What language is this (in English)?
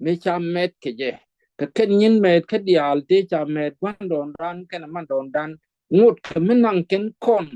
Nuer